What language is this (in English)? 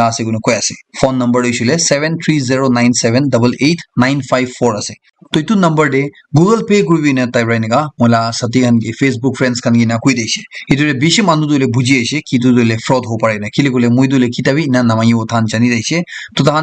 Naga Pidgin